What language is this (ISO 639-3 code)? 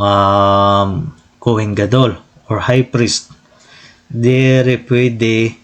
war